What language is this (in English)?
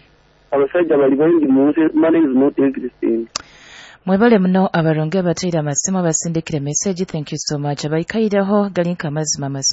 Nyoro